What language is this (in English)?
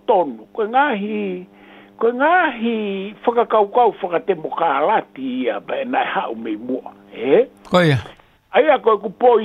Tongan